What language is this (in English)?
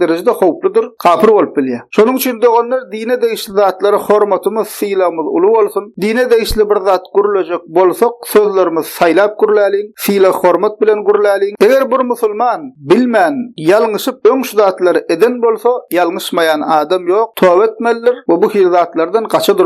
Turkmen